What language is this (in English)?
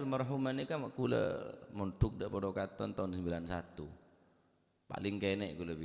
Madurese